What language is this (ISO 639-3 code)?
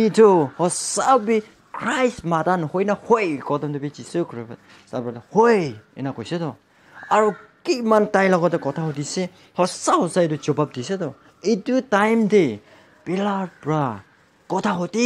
nag